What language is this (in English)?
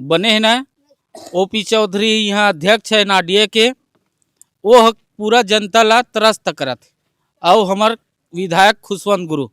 Chhattisgarhi